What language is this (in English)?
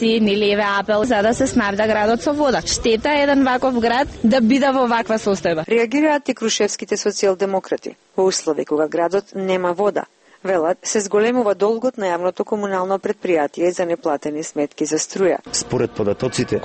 Macedonian